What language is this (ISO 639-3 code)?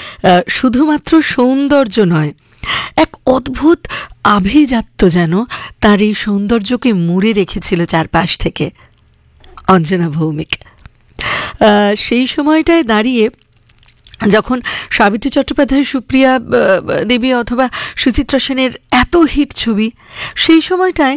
ben